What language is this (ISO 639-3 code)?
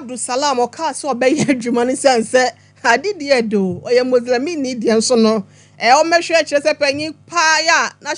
aka